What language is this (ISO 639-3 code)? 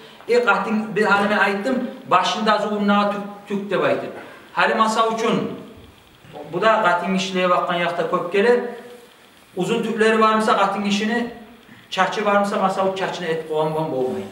kum